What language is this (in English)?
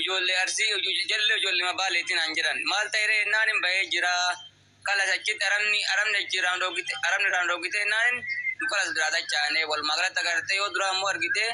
Oromo